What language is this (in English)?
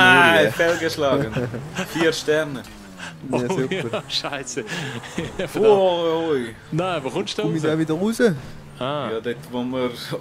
Swiss German